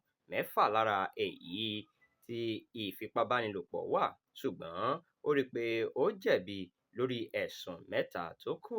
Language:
Yoruba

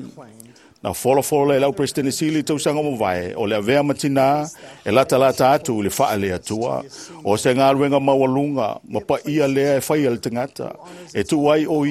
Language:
Samoan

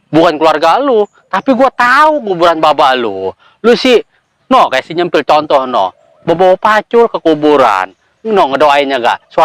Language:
Betawi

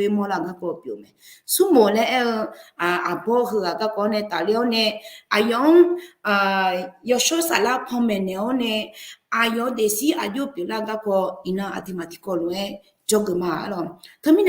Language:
Akha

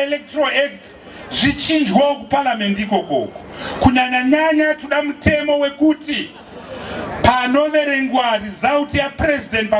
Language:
Shona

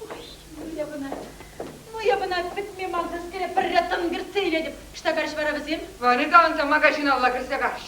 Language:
Chuvash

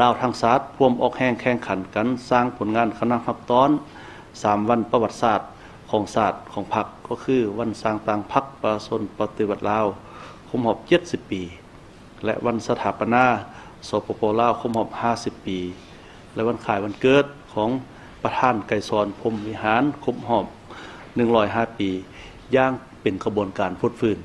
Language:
Lao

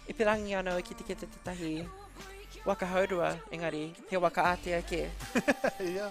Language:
Māori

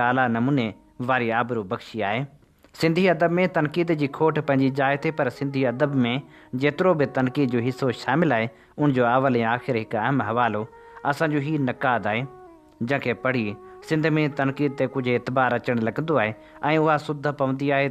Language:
Sindhi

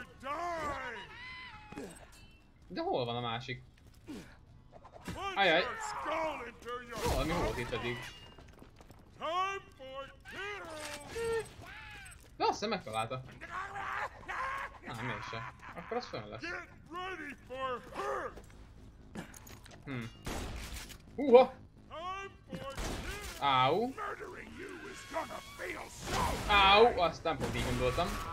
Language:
Hungarian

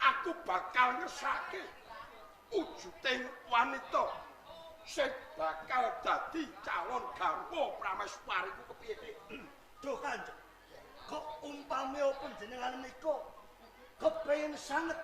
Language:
Javanese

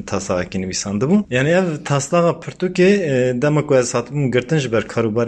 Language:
Kurdish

